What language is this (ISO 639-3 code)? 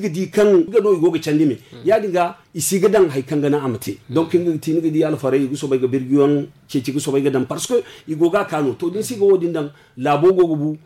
dje